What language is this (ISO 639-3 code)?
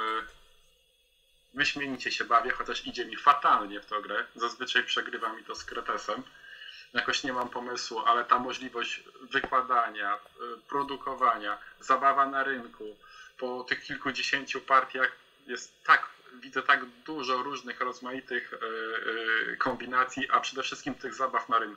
pol